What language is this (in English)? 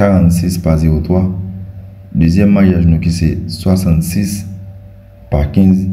Haitian Creole